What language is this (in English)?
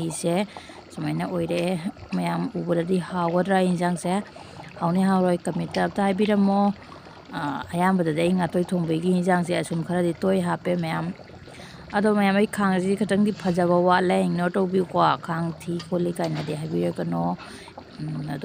Manipuri